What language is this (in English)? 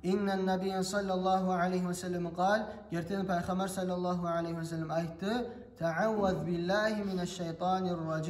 Kumyk